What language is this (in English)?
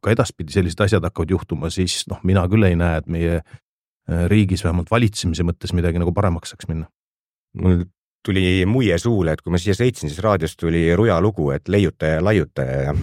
Estonian